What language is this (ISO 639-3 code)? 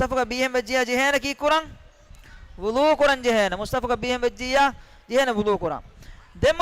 div